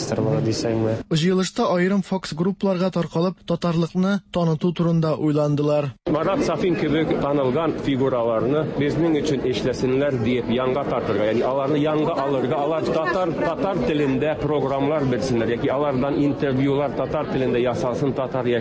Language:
Tatar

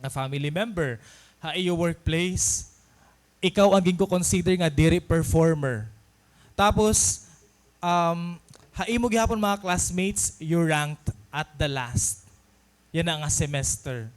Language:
Waray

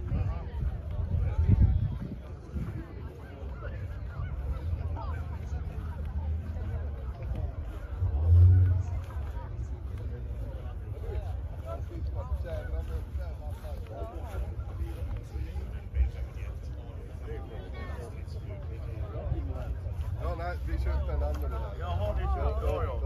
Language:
Swedish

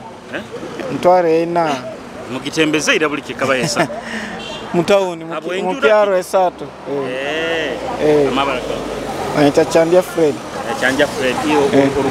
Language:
Nyoro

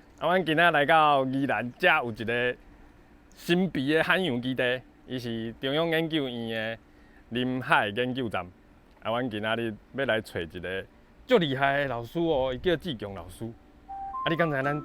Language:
Min Nan Chinese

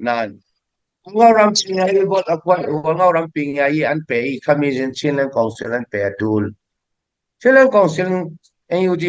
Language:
Falam Chin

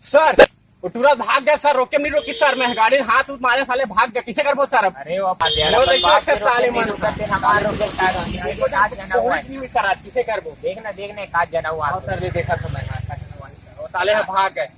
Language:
Chhattisgarhi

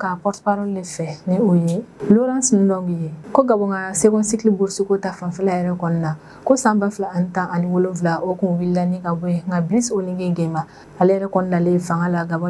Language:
Bambara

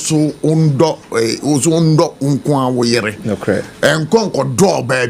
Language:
Akan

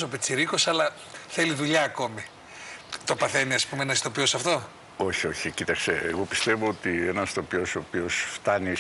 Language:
Greek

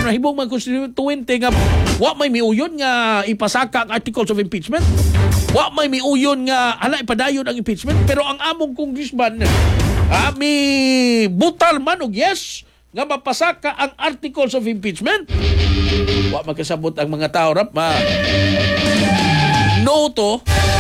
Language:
Cebuano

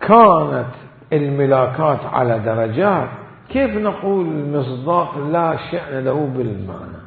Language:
Mesopotamian Arabic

